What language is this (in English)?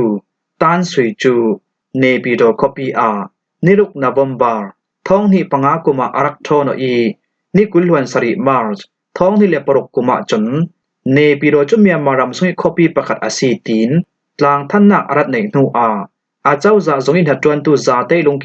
Falam Chin